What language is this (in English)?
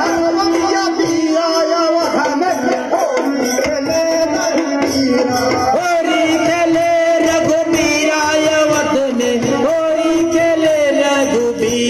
Bhojpuri